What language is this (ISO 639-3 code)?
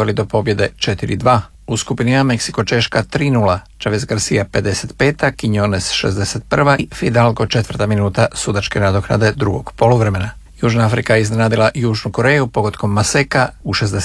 hrv